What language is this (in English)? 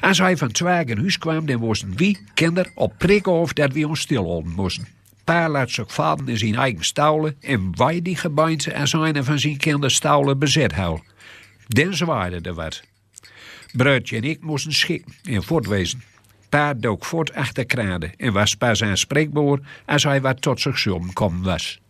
Gronings